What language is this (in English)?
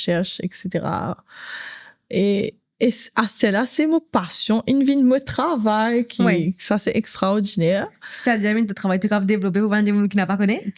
Morisyen